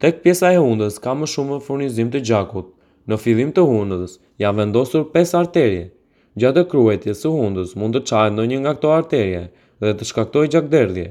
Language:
Albanian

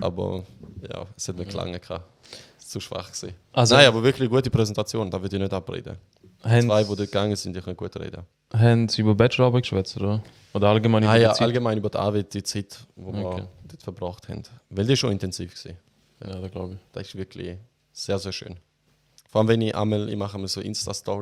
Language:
Swiss German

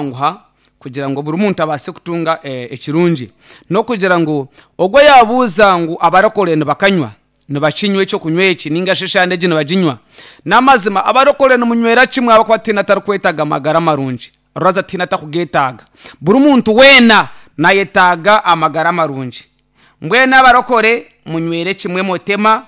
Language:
Nyoro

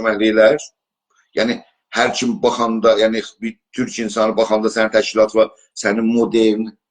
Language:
South Azerbaijani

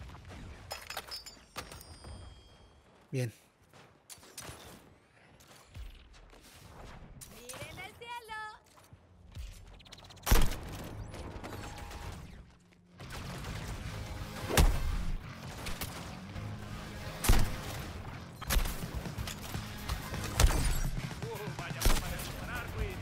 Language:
Spanish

